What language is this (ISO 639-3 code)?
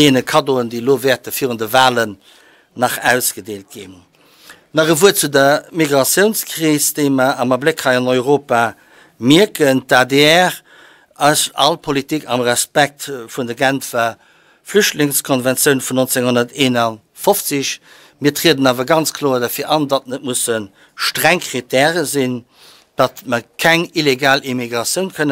ltz